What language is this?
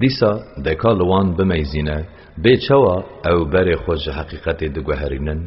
Kurdish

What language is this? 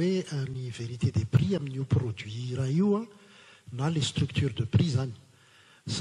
Malagasy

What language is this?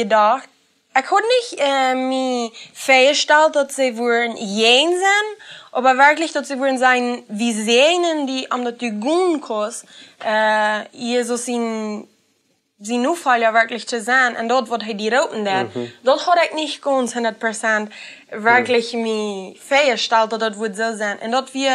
Plautdietsch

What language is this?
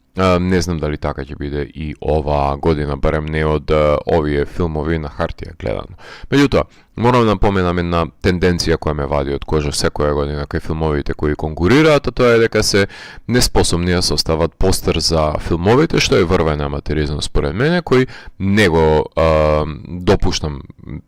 Macedonian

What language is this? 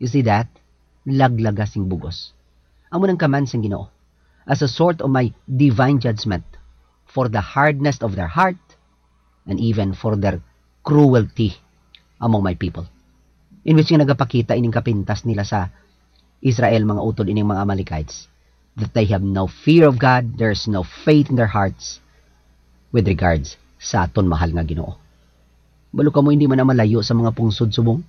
Hiligaynon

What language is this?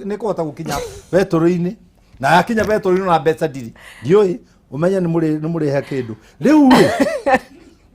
Kikuyu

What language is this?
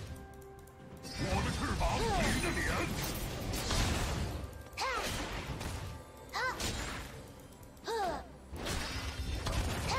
Chinese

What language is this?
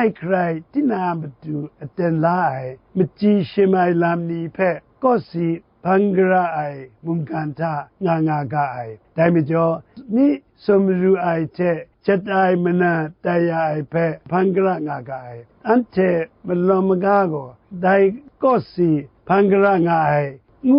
Kachin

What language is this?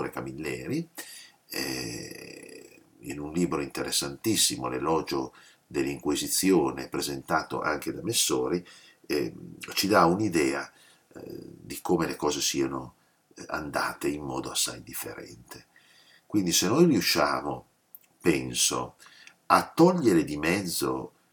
Italian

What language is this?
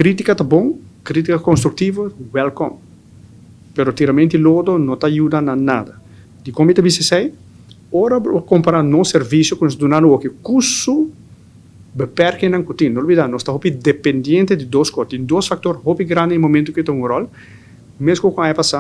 Papiamento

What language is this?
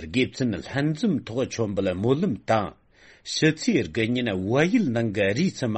Tibetan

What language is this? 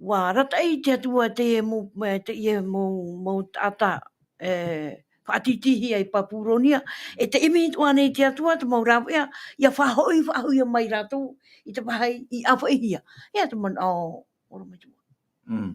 Tahitian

